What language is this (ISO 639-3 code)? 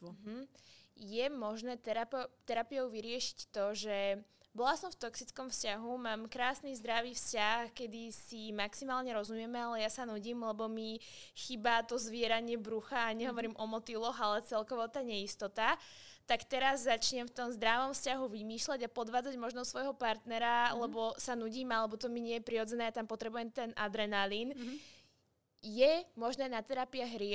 slk